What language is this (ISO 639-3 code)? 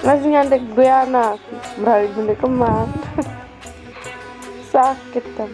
sas